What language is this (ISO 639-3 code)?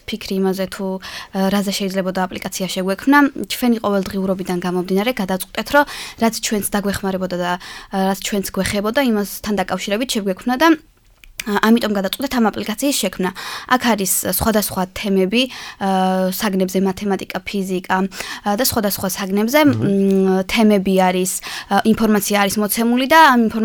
kat